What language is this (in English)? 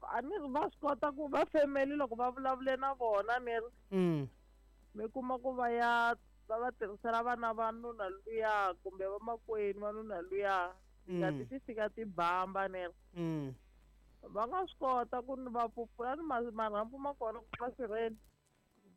Tsonga